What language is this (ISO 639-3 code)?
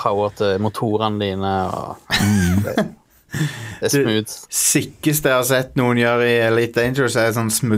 nor